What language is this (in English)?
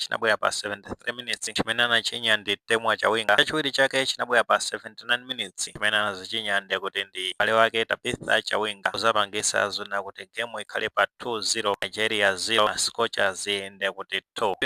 Nyanja